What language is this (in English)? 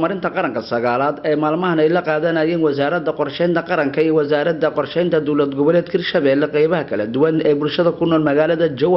Somali